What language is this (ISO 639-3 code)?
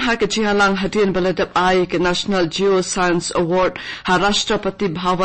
kha